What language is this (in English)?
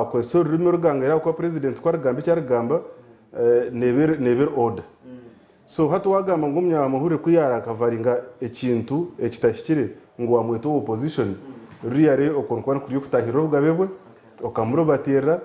Nyankole